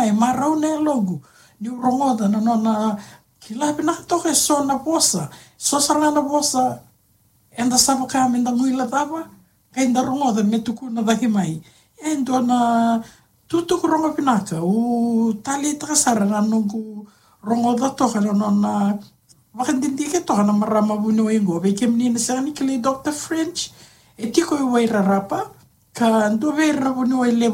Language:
Fijian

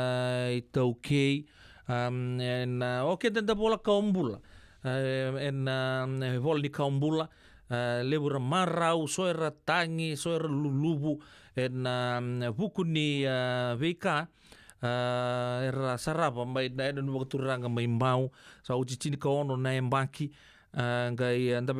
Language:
Fijian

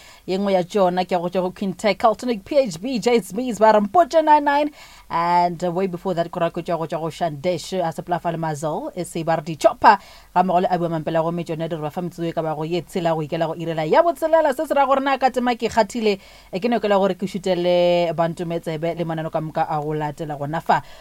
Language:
Northern Sotho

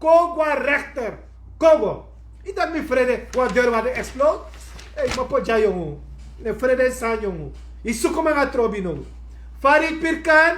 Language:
Sranan Tongo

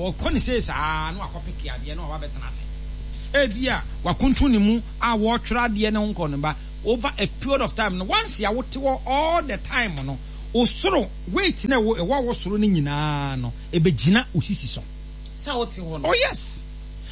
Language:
Akan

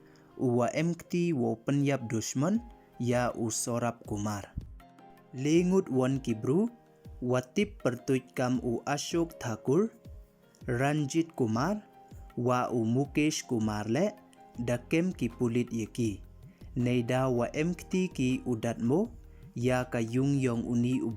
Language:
Pnar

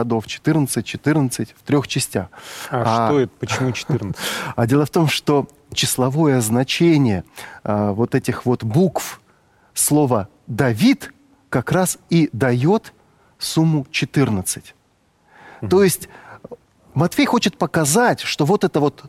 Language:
Russian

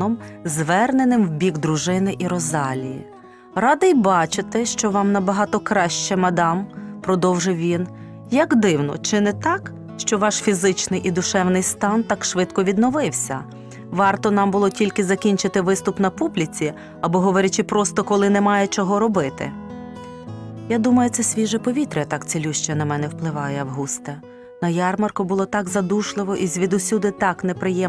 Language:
Ukrainian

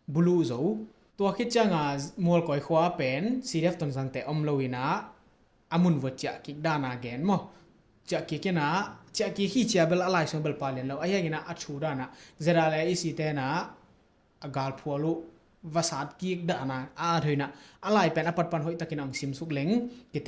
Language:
Tedim Chin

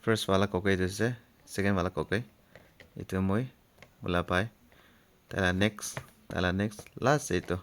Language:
Naga Pidgin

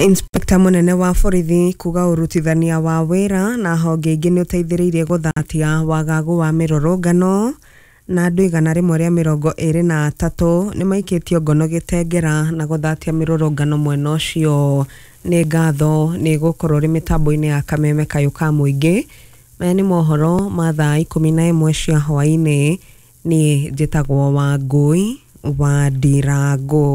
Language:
Kikuyu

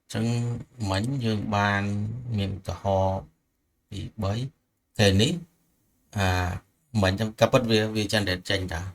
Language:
Khmer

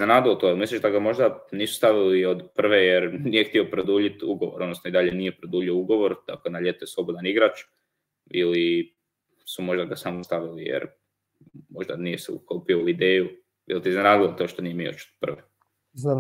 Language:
Croatian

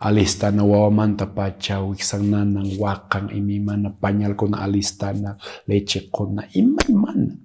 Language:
Quechua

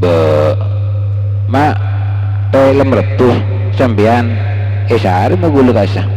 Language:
Madurese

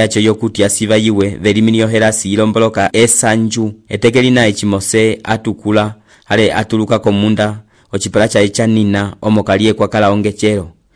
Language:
Umbundu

